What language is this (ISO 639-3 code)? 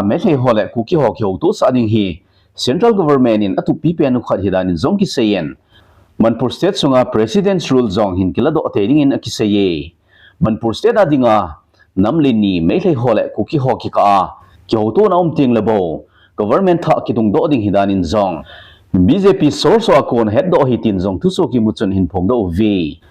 tcz